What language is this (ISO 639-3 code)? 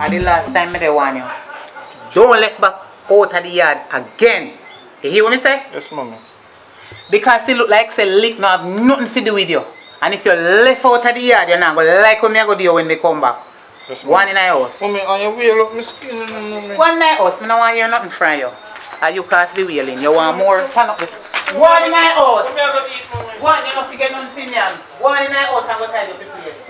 jam